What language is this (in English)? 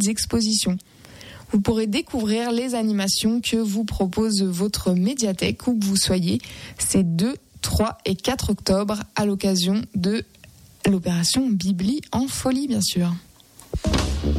French